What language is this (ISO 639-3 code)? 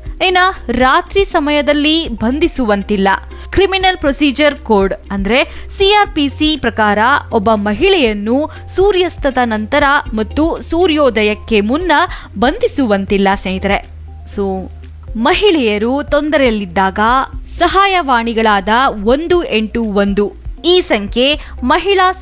kan